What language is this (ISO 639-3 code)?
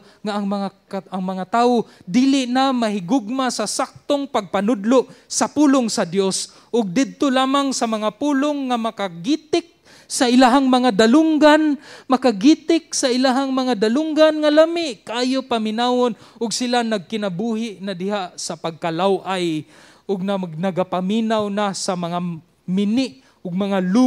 ceb